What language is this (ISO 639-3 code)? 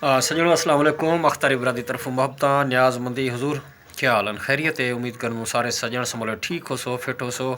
skr